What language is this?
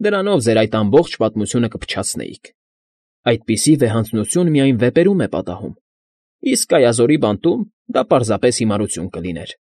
Armenian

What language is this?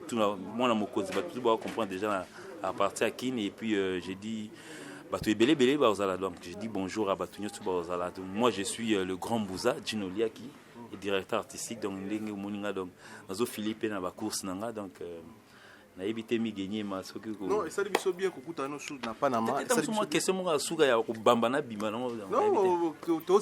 Lingala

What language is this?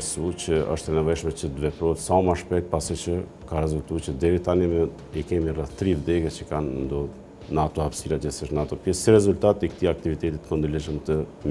Albanian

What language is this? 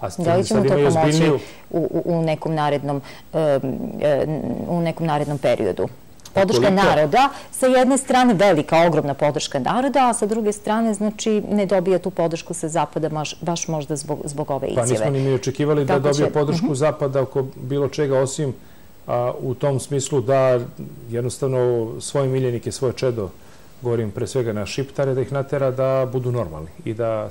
Serbian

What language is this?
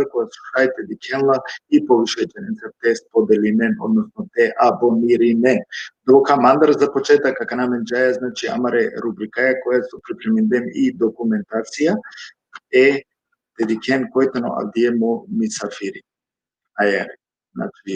Balkan Romani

